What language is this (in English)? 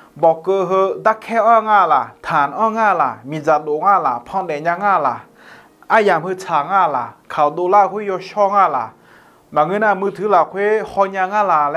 Akha